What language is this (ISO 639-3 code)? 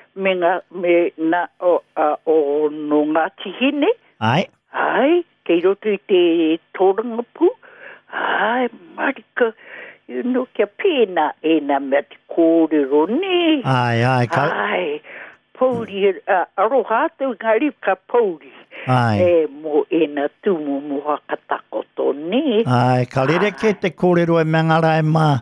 mri